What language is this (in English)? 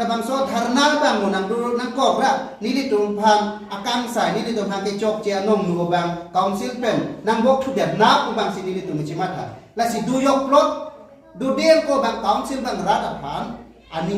Karbi